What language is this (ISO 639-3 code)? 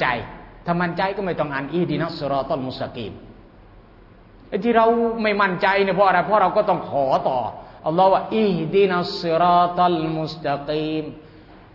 tha